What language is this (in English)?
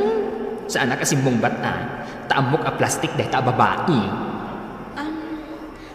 Iloko